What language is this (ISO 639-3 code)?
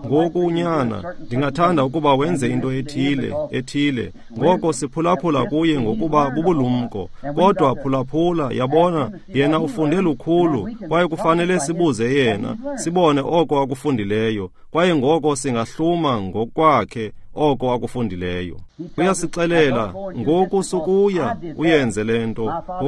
xho